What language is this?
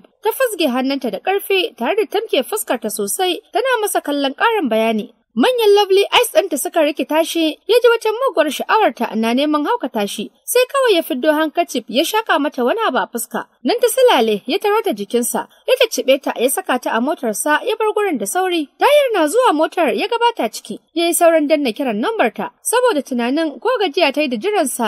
Hausa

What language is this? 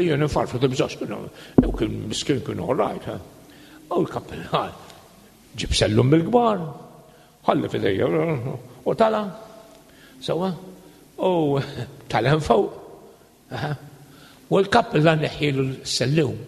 Maltese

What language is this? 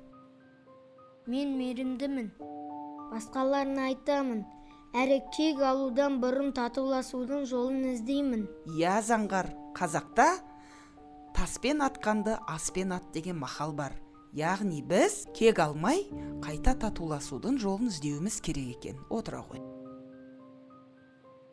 Kazakh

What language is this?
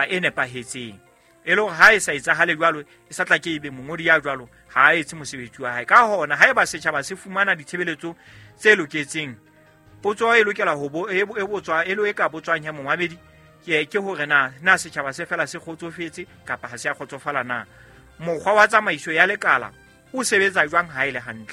Southern Sotho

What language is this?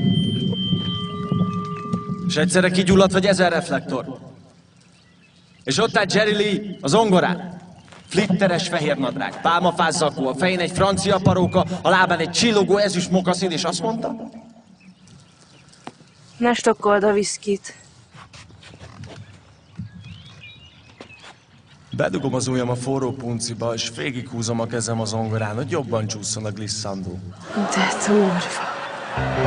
Hungarian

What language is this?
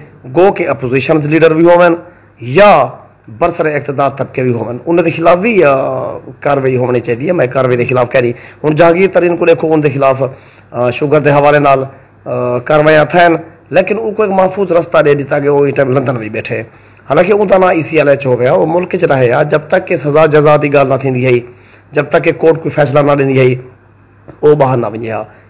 Saraiki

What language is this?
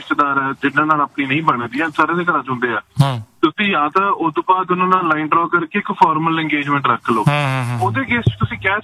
Punjabi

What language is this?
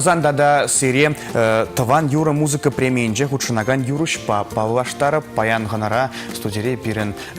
Chuvash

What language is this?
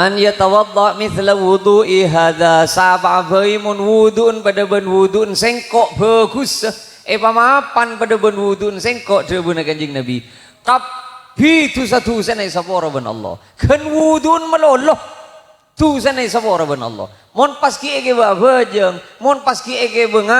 Madurese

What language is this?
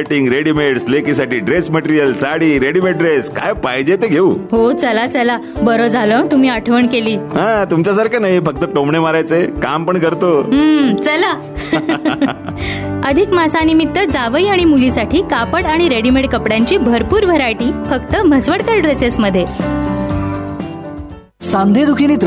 Marathi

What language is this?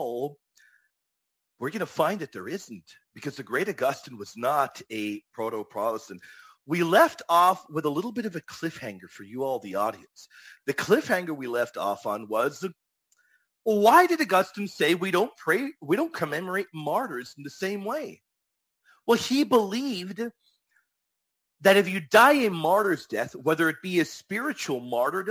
English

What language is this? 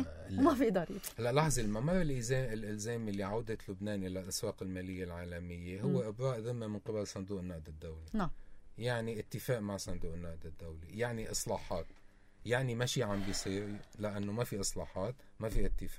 North Levantine Arabic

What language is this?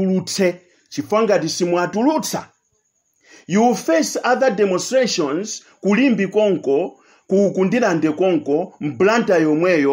Nyanja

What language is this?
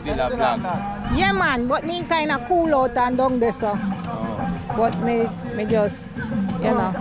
Jamaican Creole English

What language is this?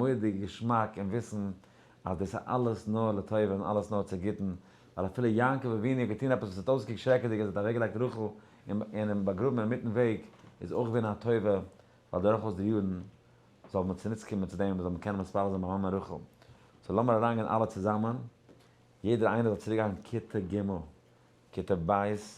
Yiddish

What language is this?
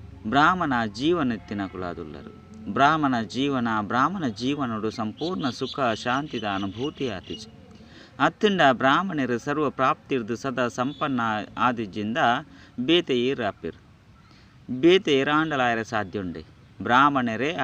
Tulu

